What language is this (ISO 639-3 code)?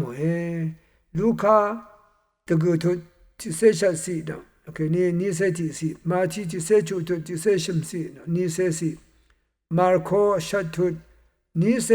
raw